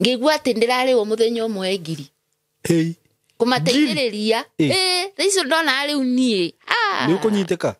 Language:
Kikuyu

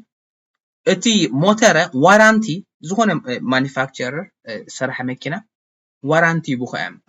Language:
Tigrinya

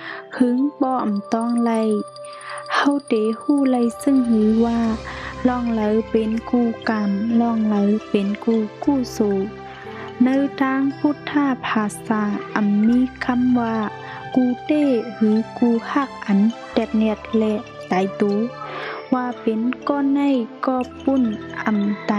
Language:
Shan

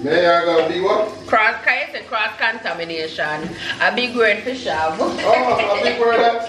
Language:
Jamaican Creole English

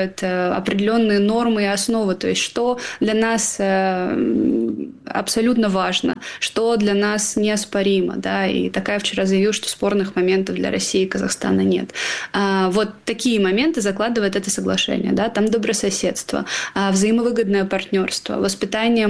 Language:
Russian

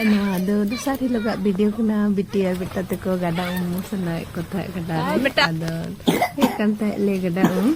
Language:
Santali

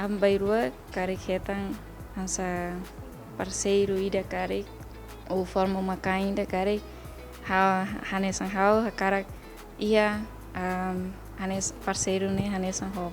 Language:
Tetum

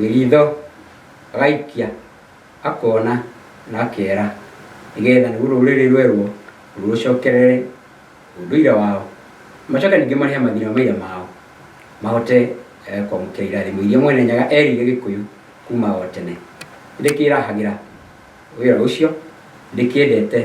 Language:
Kikuyu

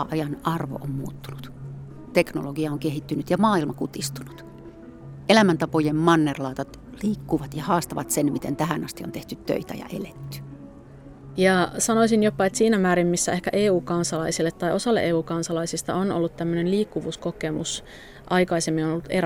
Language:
Finnish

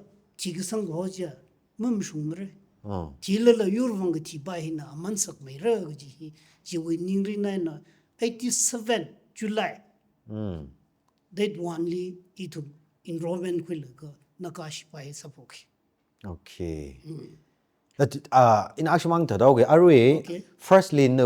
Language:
Tangkhul Naga (India)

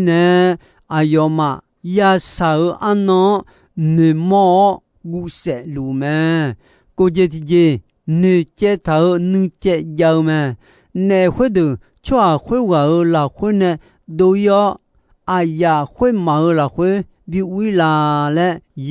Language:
Akha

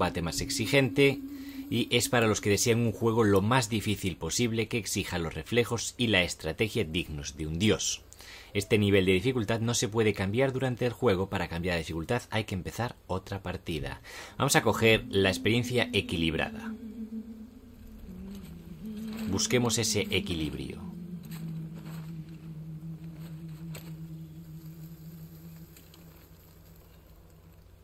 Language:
Spanish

